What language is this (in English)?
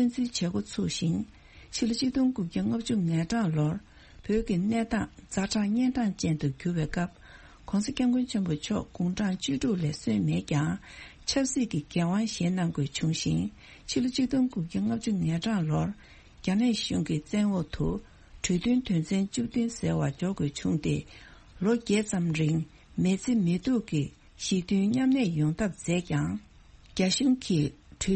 Tibetan